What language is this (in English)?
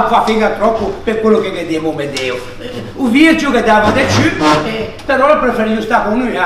Ligurian